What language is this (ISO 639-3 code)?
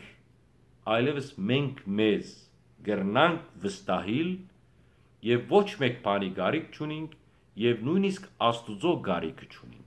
hyw